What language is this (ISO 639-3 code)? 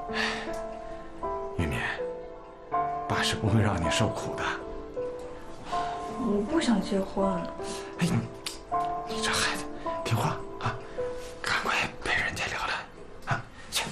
zho